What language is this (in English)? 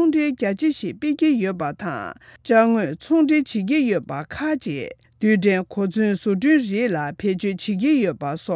Tibetan